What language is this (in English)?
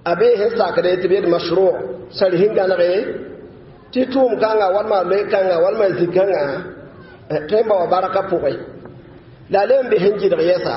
Mossi